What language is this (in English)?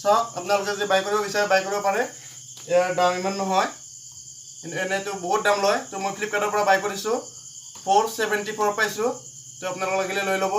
Assamese